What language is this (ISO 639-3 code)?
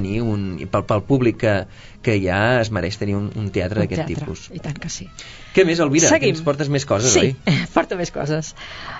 cat